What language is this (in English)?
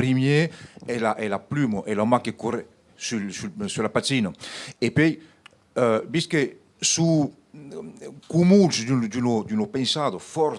Occitan